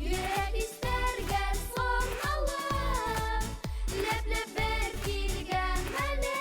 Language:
Bashkir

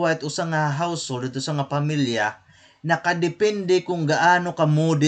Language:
Waray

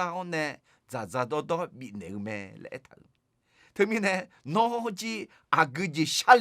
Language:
Akha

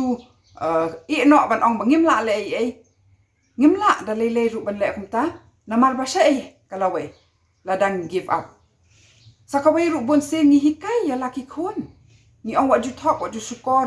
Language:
Khasi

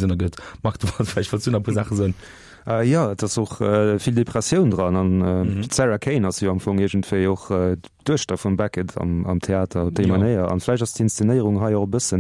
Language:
Luxembourgish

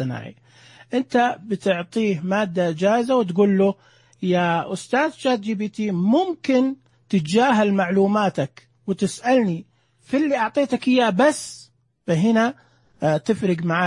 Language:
Najdi Arabic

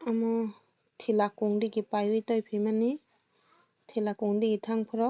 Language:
Kok Borok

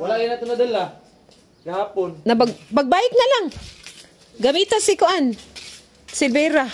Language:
Cebuano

